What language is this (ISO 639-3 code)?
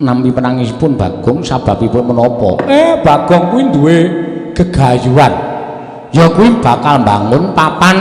jav